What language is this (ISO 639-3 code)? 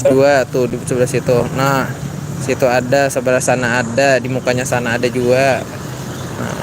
bjn